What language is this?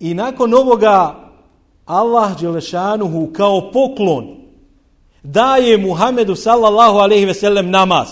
Bosnian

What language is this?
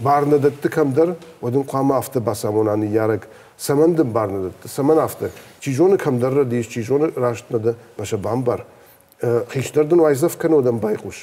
Ossetic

